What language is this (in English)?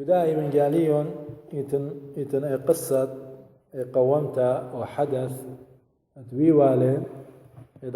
Assyrian Neo-Aramaic